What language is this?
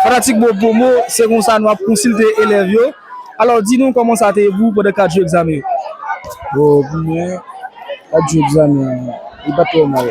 Haitian Creole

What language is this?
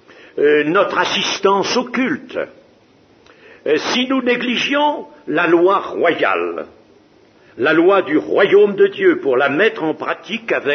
French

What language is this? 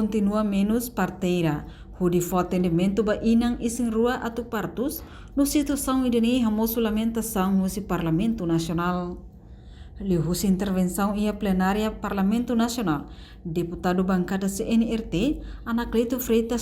Tetum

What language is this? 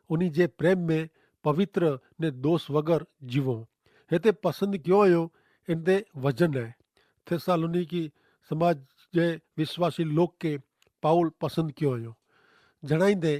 Kachhi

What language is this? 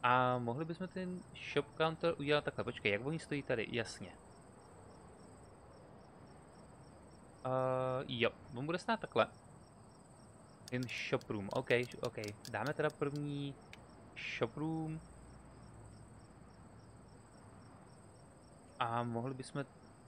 Czech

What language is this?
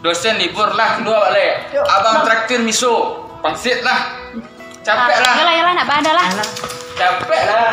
Minangkabau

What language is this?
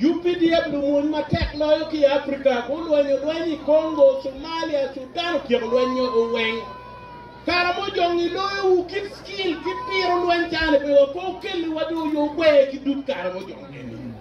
Acoli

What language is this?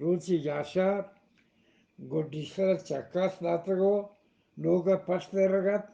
Eastern Balochi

